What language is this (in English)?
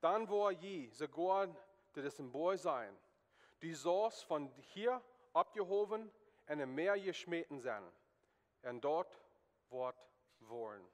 Plautdietsch